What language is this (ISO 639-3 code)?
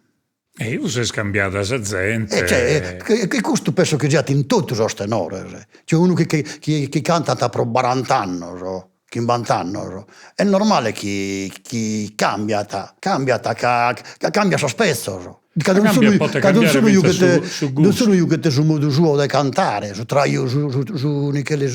srd